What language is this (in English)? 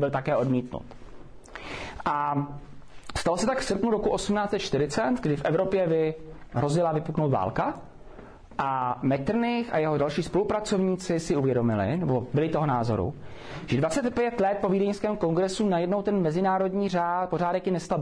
Czech